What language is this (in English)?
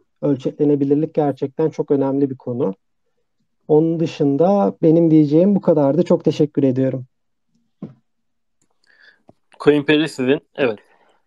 Turkish